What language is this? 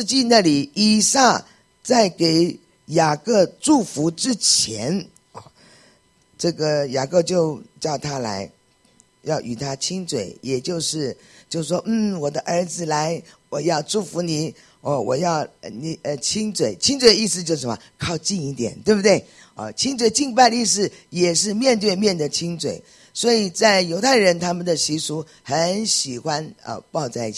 Chinese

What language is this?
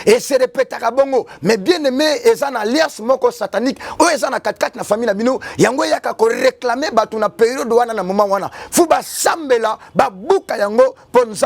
Lingala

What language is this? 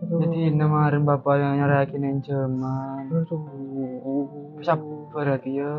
Madurese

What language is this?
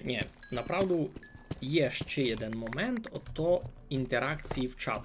Rusyn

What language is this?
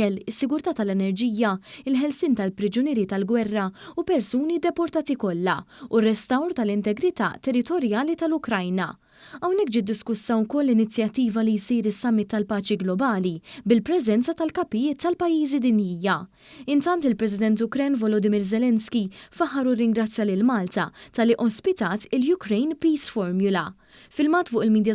Maltese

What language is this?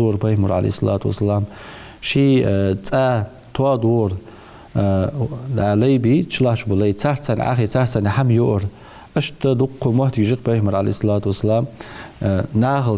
Ingush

